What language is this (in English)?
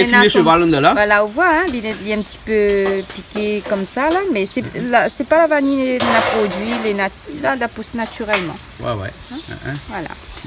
Réunion Creole French